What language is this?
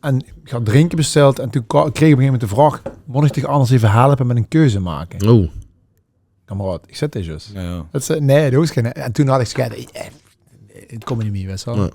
Limburgish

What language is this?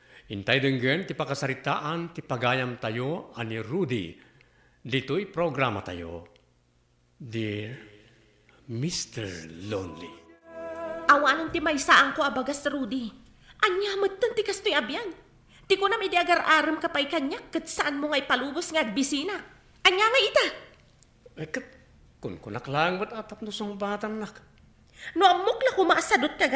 Iloko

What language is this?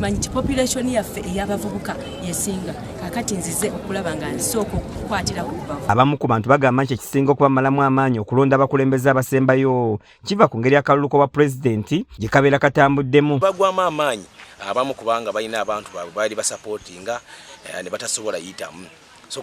Ganda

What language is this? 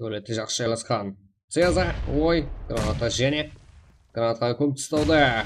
Kara-Kalpak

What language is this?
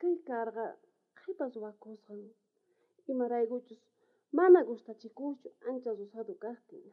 South Bolivian Quechua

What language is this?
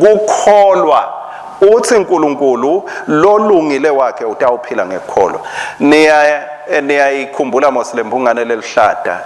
Swati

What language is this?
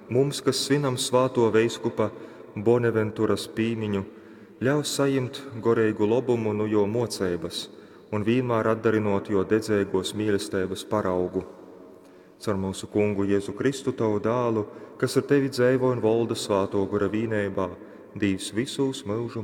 Latgalian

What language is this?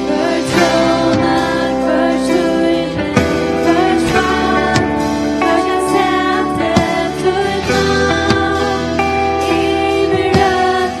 Faroese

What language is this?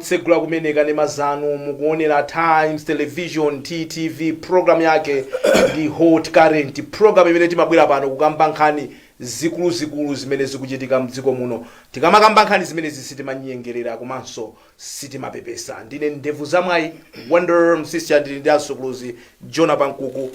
Nyanja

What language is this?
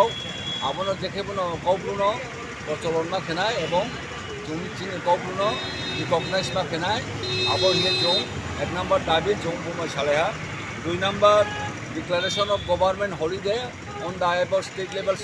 Riang (India)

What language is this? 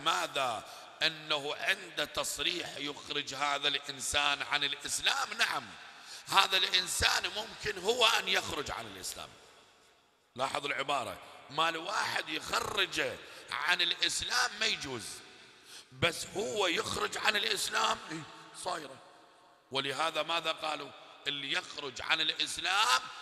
Arabic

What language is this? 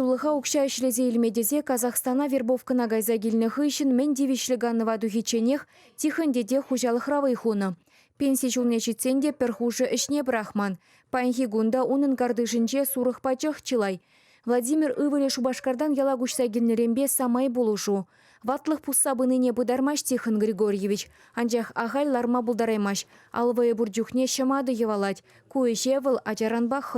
Chuvash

